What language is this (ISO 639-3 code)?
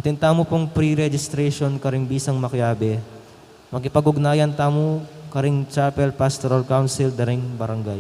pam